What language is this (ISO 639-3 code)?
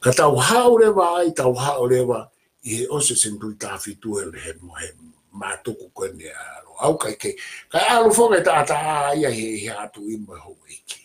ton